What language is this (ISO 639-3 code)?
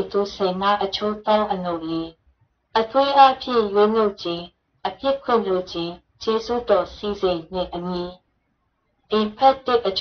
mya